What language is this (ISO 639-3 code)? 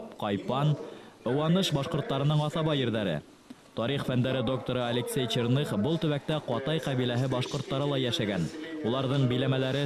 bak